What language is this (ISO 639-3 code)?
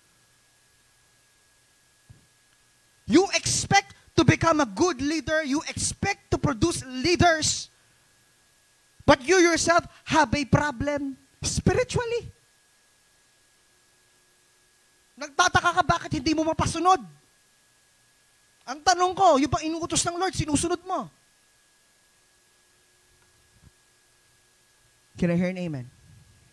fil